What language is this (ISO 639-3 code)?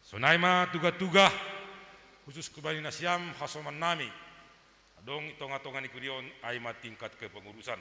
bts